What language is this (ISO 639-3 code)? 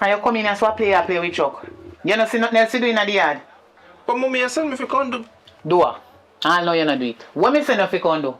jam